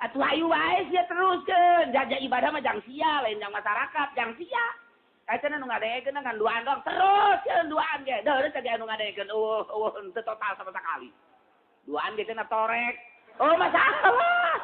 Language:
Sundanese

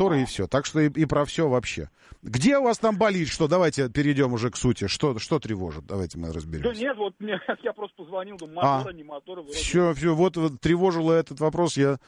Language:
Russian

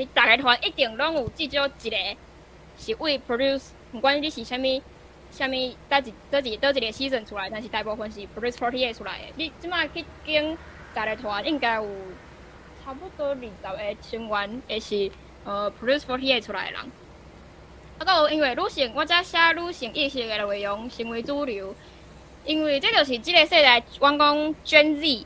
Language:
Min Nan Chinese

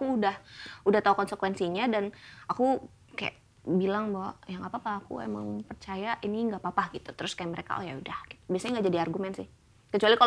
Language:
Indonesian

